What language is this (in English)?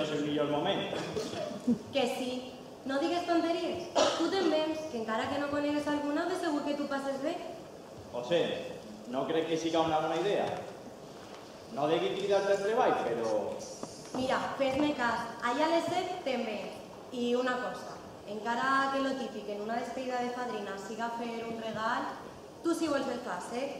Catalan